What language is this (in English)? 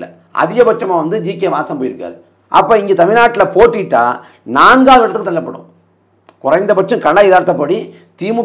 Tamil